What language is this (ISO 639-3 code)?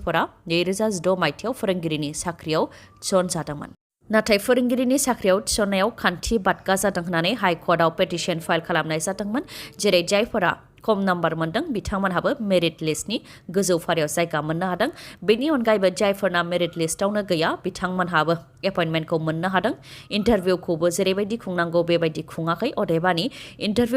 brx